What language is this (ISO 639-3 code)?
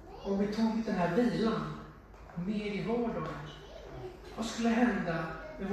swe